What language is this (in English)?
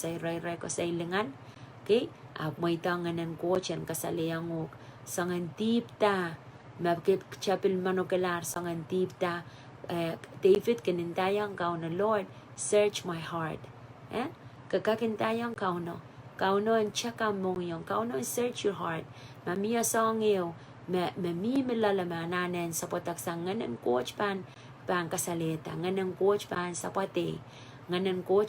Pohnpeian